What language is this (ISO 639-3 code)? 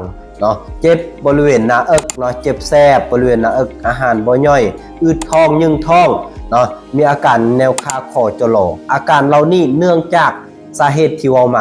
lao